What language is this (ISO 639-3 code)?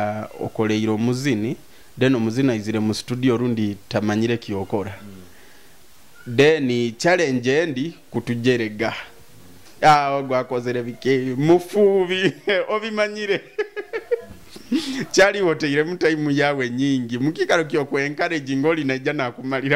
nyo